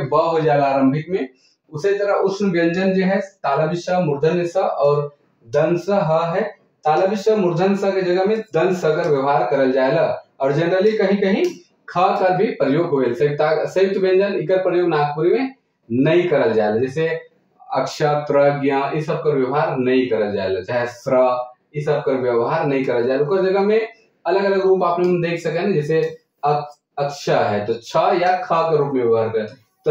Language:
Sadri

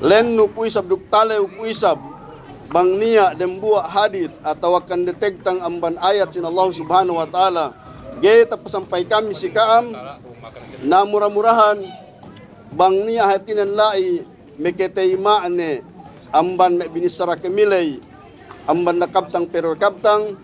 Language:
Yakan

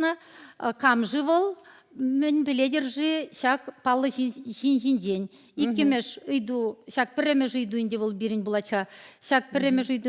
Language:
Chuvash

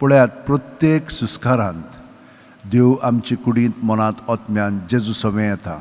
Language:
Konkani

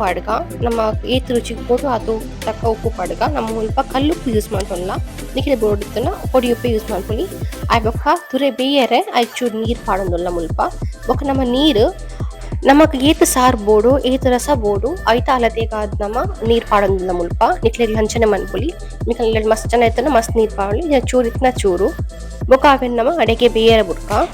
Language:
Tulu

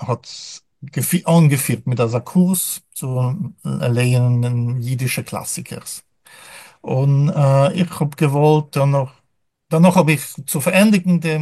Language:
Yiddish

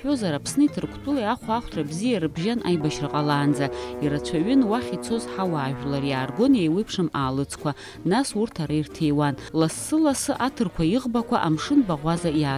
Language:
Abkhazian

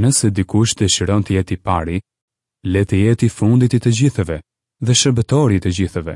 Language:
Albanian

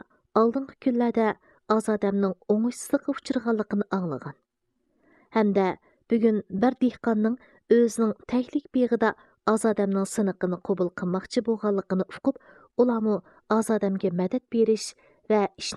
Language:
Uyghur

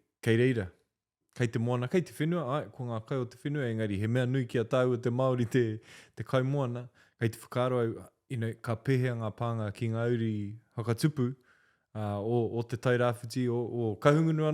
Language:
Māori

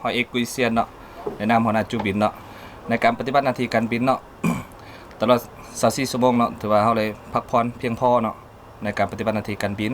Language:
Lao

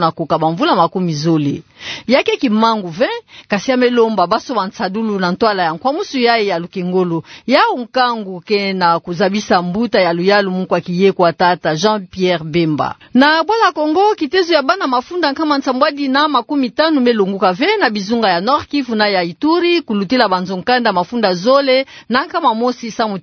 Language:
Kituba (Democratic Republic of Congo)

